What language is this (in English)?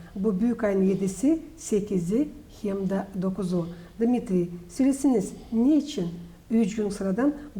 Gagauz